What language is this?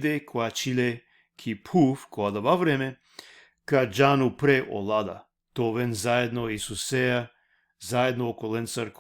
Balkan Romani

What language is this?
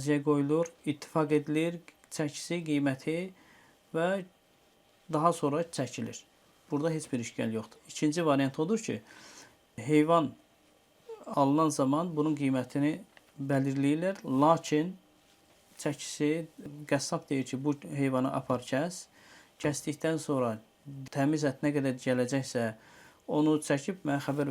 Azerbaijani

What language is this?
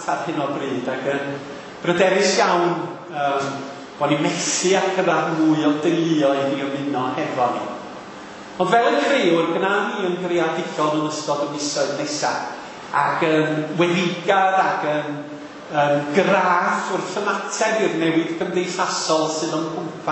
Welsh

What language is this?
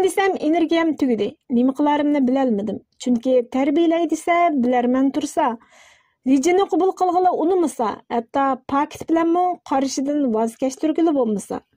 Uyghur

